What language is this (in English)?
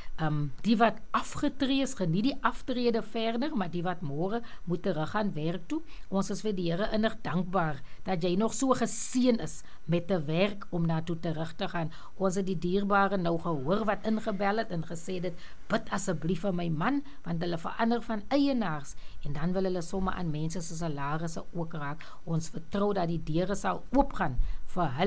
Afrikaans